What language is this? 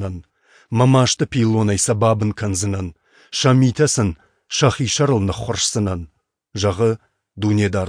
Ossetic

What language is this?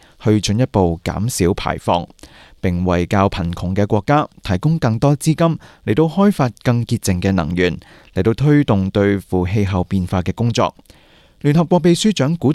Cantonese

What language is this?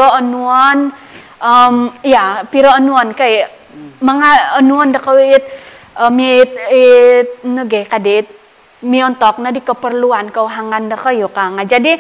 Central Dusun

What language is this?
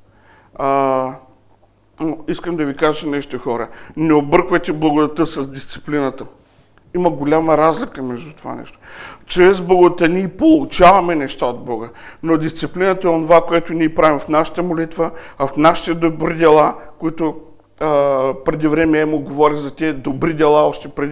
Bulgarian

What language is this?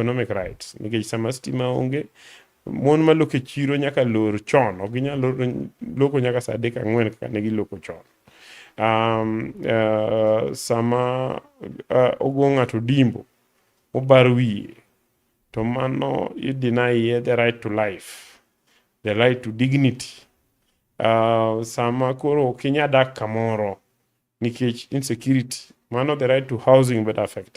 Luo (Kenya and Tanzania)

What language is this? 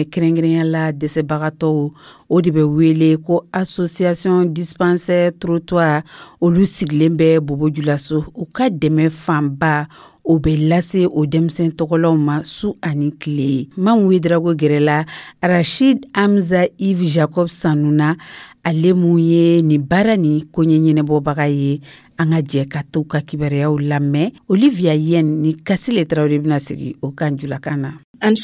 Dyula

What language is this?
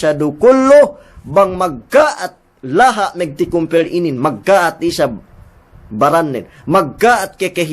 Yakan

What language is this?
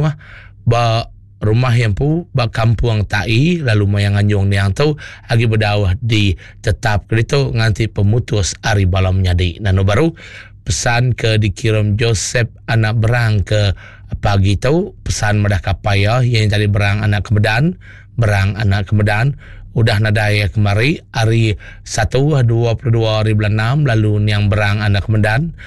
Iban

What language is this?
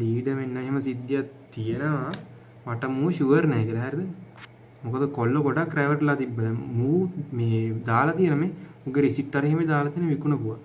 Sinhala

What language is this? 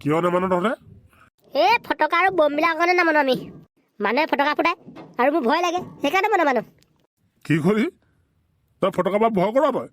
Assamese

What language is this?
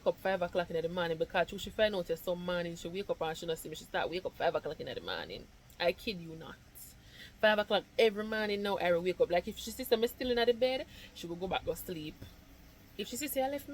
Jamaican Creole English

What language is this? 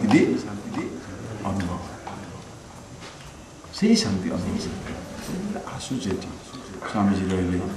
Odia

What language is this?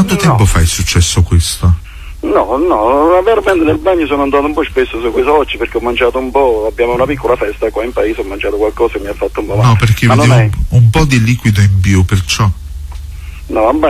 Italian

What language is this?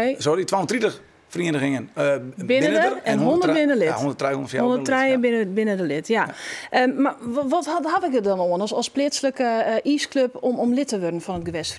Western Frisian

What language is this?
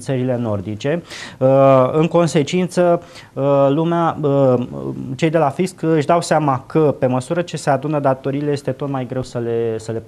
Romanian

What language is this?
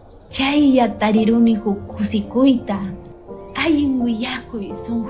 Ayacucho Quechua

